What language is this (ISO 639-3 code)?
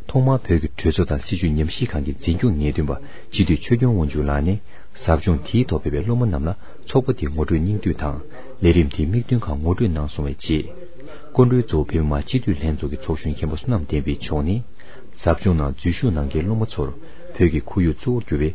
bod